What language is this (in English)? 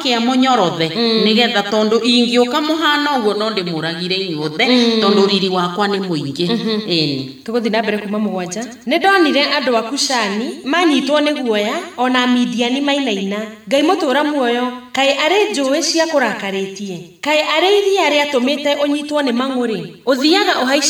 Kikuyu